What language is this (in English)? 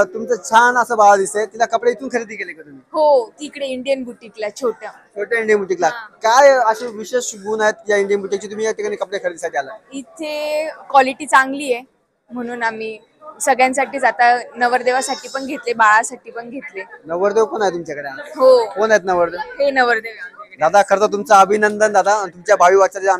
Marathi